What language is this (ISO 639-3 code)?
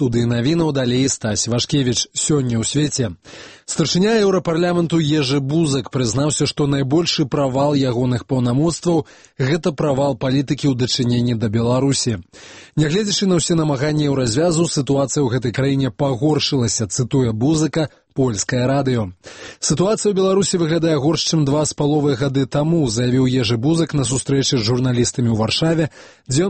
bel